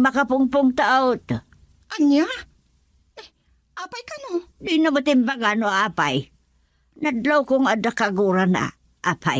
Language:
Iloko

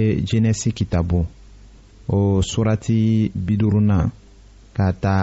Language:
Bambara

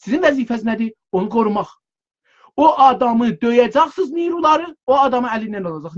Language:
South Azerbaijani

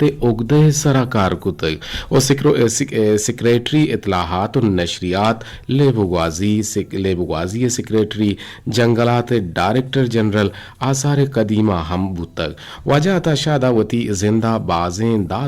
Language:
Eastern Balochi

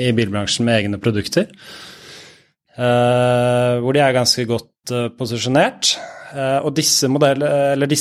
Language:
Norwegian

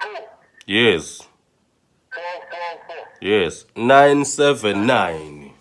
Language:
Zulu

